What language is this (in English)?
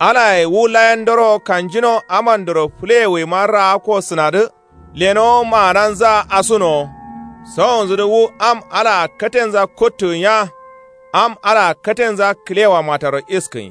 Kanuri